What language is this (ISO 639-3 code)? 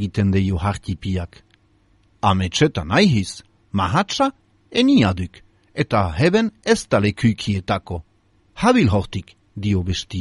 eus